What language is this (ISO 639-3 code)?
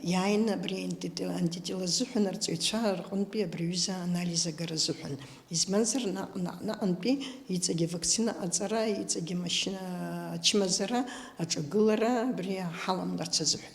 abk